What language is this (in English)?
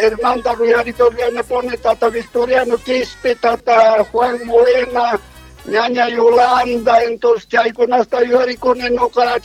Quechua